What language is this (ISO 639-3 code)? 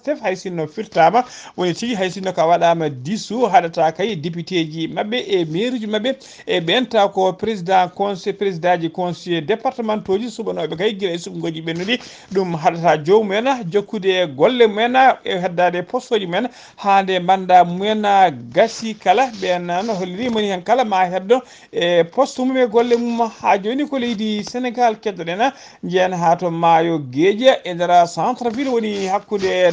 ful